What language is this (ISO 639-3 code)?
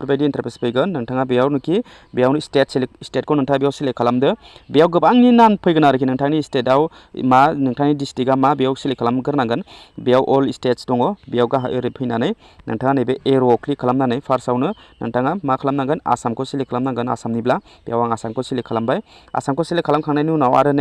brx